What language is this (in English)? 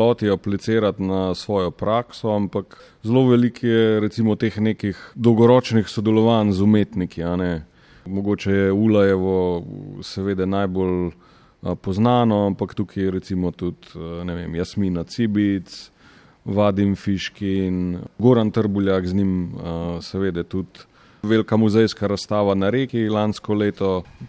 Slovenian